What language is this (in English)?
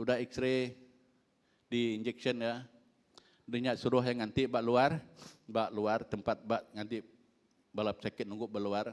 Iban